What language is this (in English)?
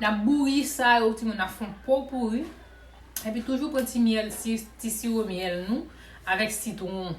Haitian Creole